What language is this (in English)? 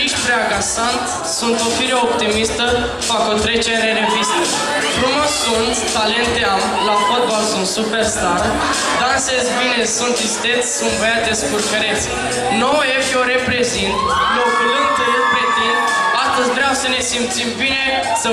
Romanian